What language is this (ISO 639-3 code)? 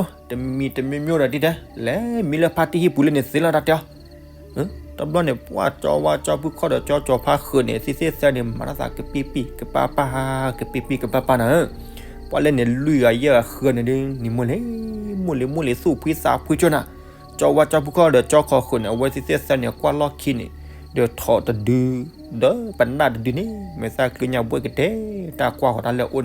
ksw